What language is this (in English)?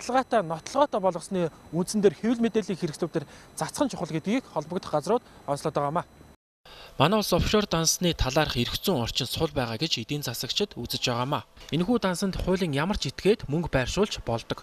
Mongolian